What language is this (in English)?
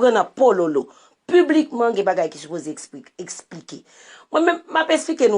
Haitian Creole